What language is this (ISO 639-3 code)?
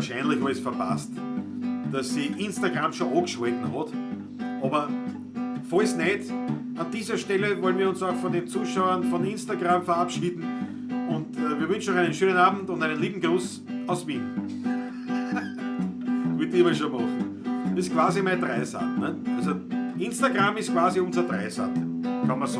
bar